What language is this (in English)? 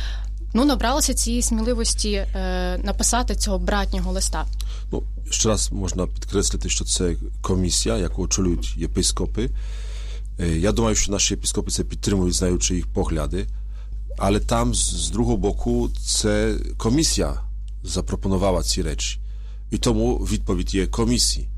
Ukrainian